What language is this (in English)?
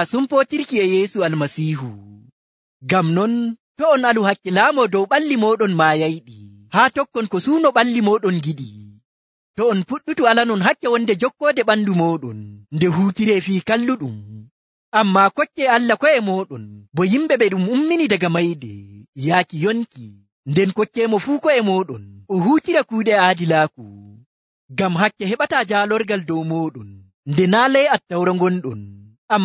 Nigerian Fulfulde